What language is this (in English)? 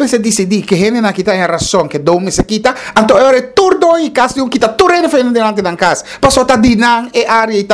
Papiamento